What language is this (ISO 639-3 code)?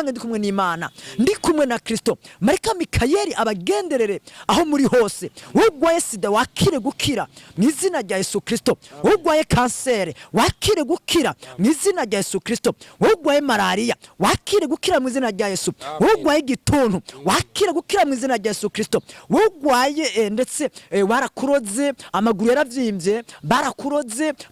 run